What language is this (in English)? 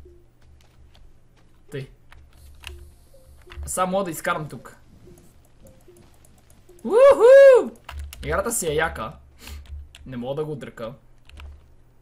Bulgarian